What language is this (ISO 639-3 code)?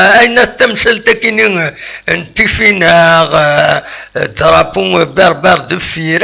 kab